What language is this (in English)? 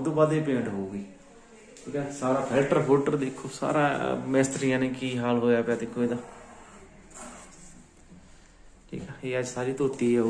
Punjabi